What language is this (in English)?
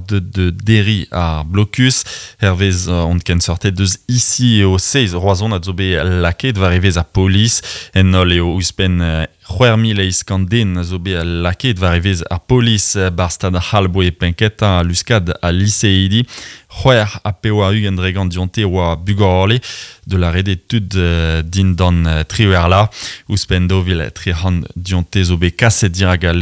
Breton